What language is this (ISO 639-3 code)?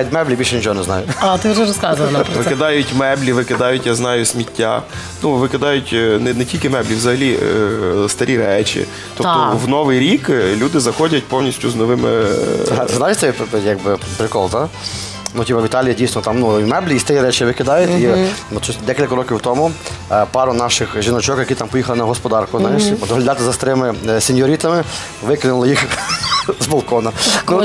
ukr